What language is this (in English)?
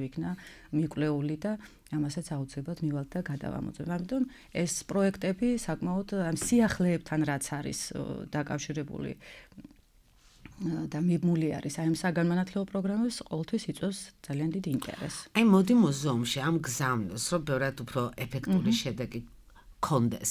Georgian